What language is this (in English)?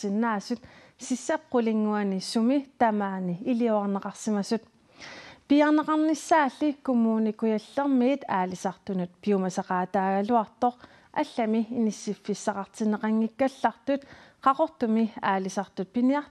Kalaallisut